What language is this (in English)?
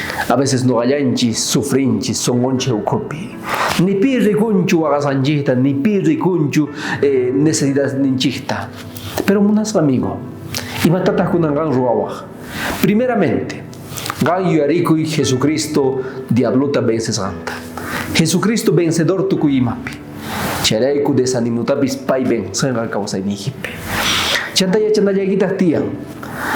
South Bolivian Quechua